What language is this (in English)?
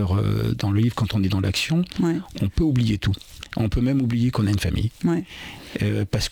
French